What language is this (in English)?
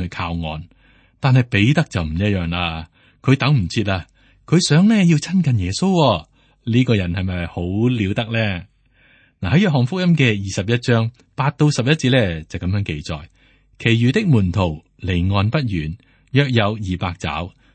Cantonese